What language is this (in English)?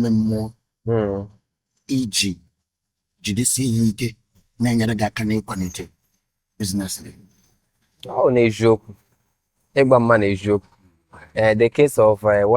Igbo